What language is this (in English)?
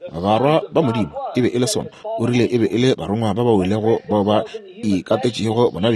Northern Sotho